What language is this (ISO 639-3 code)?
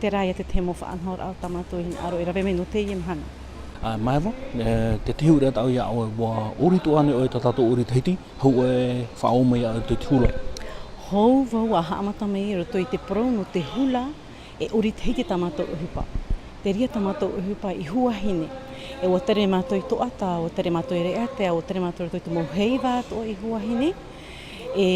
tah